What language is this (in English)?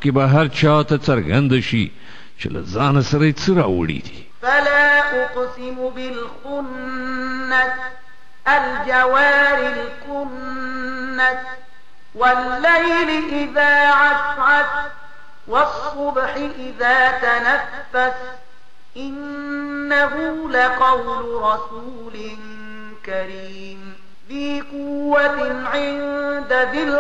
Pashto